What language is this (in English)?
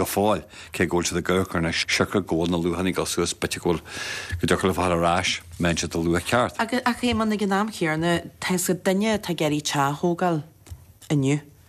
Irish